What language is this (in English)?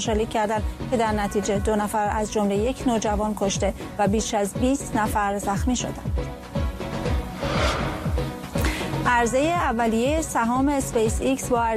Persian